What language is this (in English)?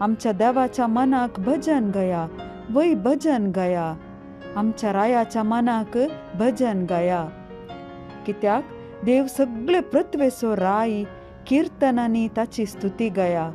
Konkani